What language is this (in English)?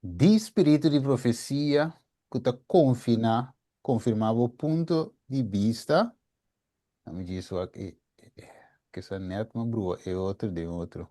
Papiamento